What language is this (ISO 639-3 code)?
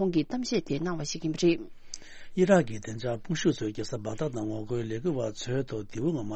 bod